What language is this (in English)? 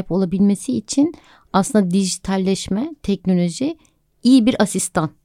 Turkish